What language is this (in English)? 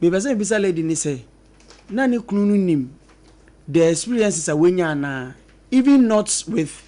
Akan